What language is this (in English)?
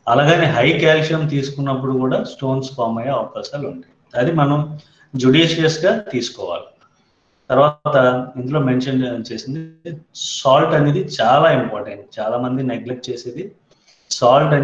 Telugu